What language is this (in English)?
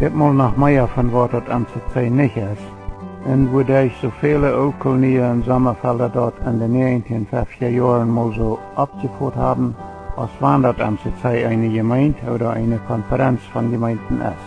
Plautdietsch